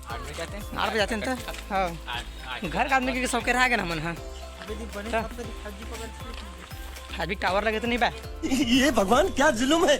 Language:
Chhattisgarhi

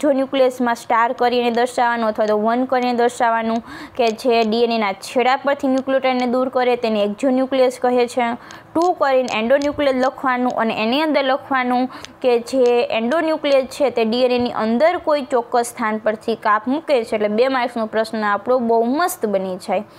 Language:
Gujarati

